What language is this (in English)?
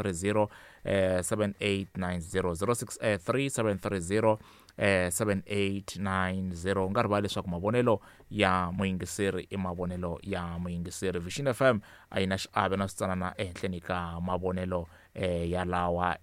Tsonga